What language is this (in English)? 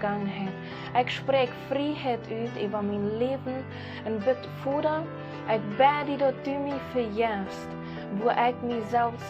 Plautdietsch